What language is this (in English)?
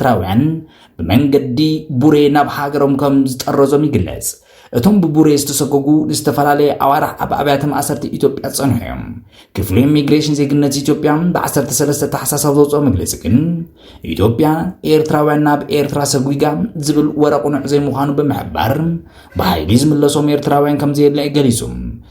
Tigrinya